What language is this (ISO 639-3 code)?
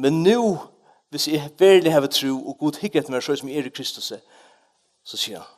fao